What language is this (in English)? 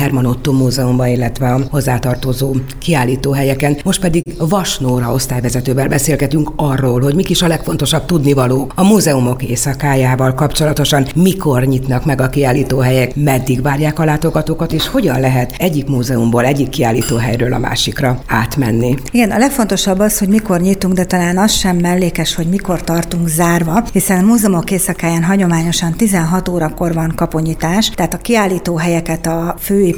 Hungarian